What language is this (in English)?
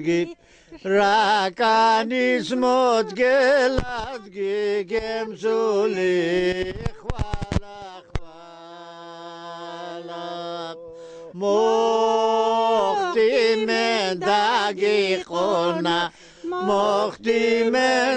Laz